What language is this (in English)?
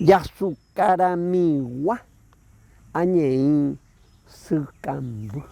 Guarani